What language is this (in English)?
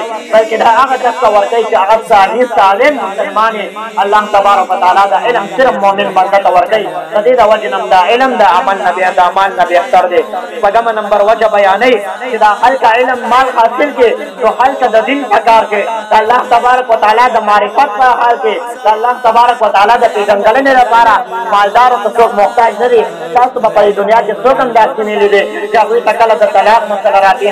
Pashto